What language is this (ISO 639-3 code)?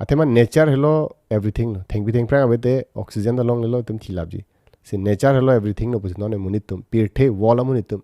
mjw